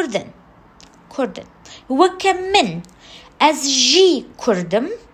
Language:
Kurdish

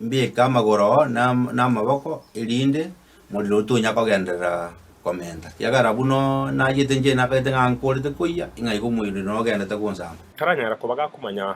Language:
Gusii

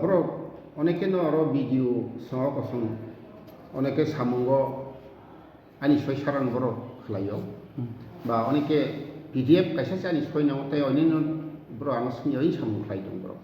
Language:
Kok Borok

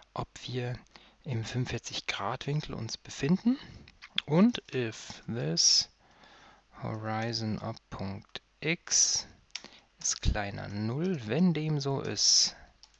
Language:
German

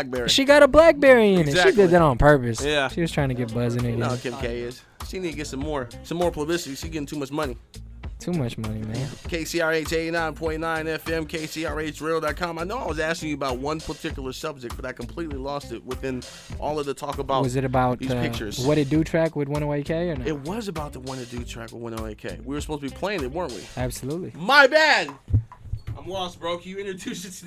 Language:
English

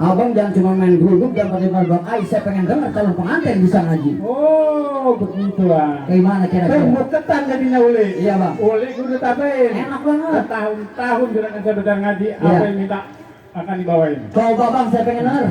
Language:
Betawi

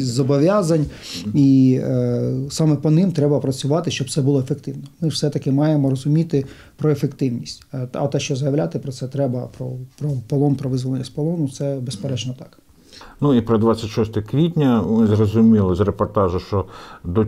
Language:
Ukrainian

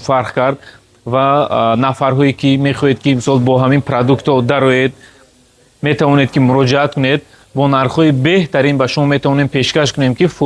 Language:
Tajik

